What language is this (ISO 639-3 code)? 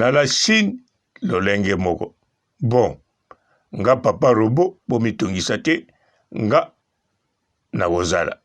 lin